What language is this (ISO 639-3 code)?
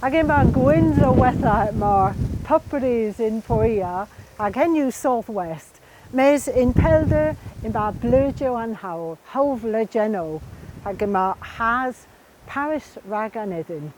cor